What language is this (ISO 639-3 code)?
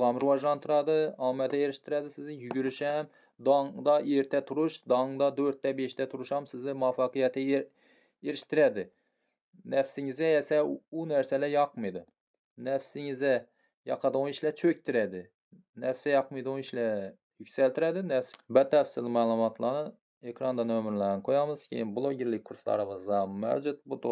uzb